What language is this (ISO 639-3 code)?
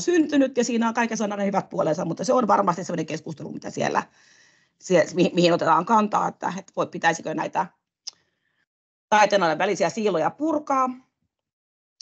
fin